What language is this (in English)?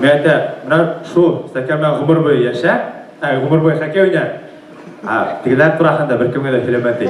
Bashkir